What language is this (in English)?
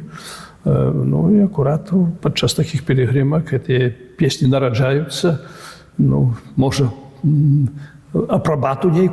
Belarusian